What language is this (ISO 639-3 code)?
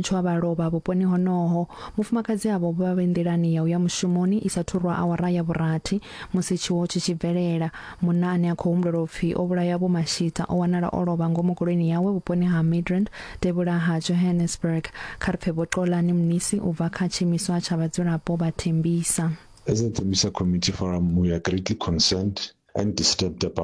ven